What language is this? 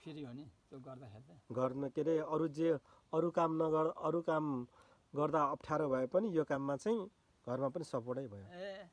Nepali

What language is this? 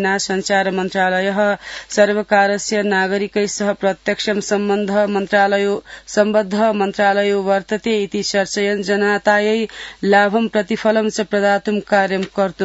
Sanskrit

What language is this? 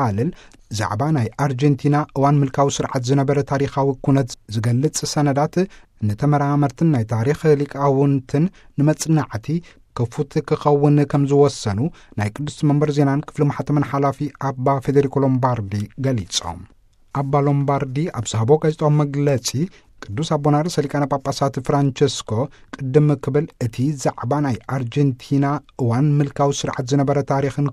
Tigrinya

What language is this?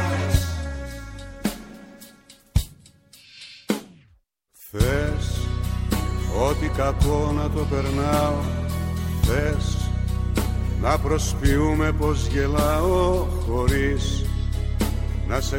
Greek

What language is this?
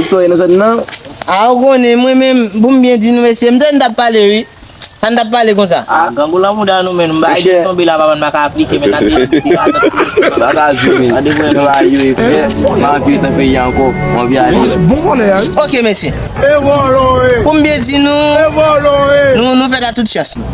Haitian Creole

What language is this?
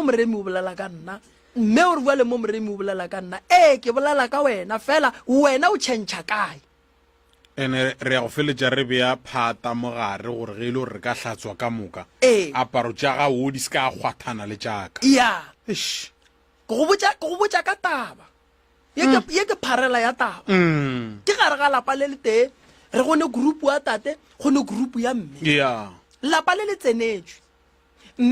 Northern Sotho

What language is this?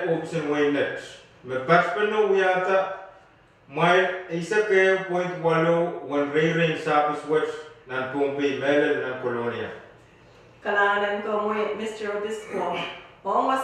Pohnpeian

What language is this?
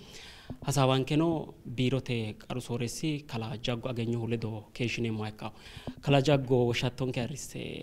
Sidamo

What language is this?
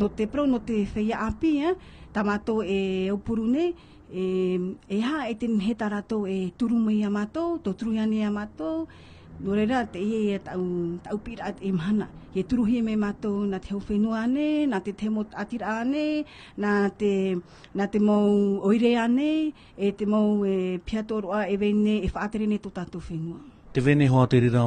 Tahitian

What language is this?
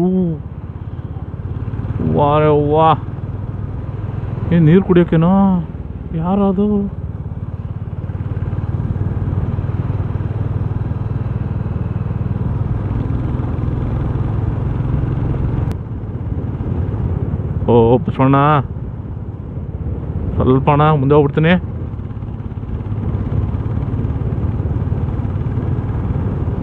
Kannada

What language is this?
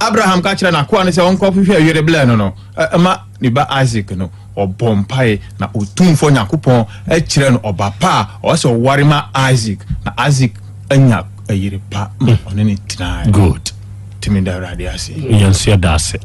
Akan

